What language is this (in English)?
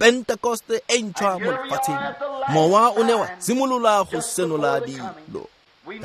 Tswana